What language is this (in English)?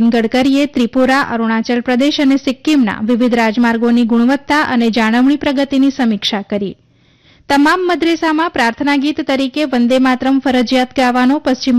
Gujarati